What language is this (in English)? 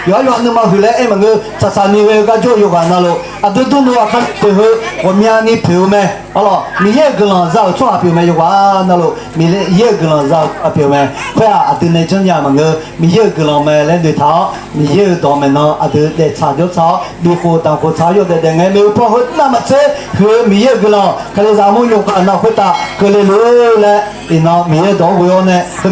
Akha